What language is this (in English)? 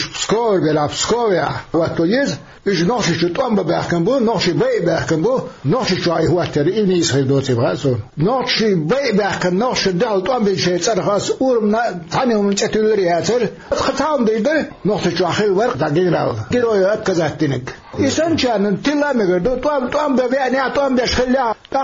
Chechen